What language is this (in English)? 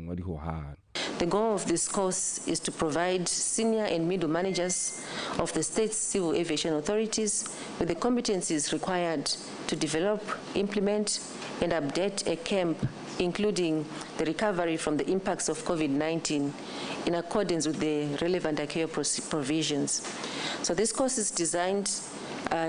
Tswana